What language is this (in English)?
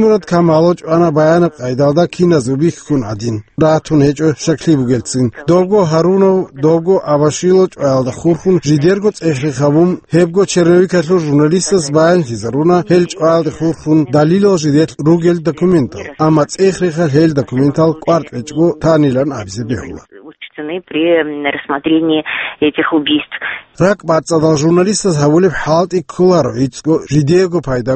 Avaric